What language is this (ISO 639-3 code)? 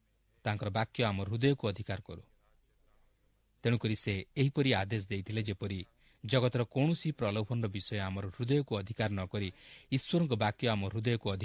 ori